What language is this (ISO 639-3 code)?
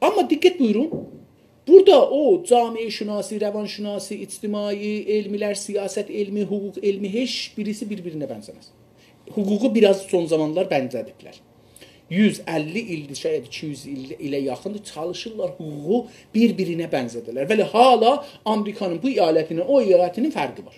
azb